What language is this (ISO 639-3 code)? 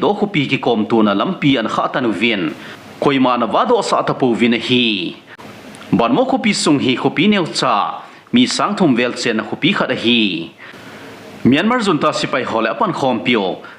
tcz